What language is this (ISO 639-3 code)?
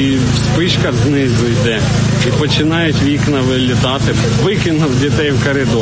ukr